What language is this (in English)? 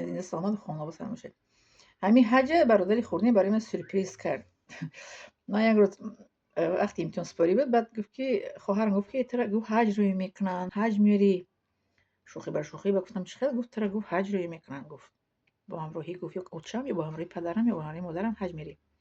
Tajik